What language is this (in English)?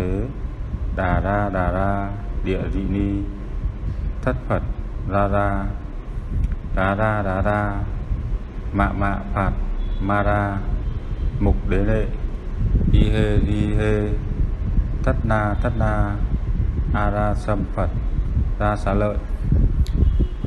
Vietnamese